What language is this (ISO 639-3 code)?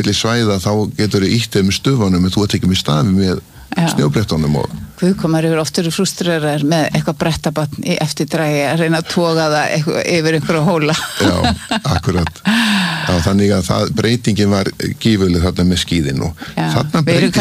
isl